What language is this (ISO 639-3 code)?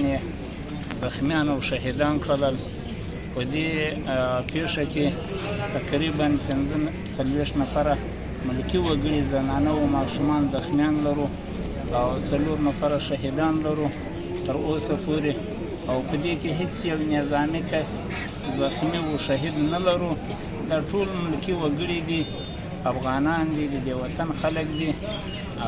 pus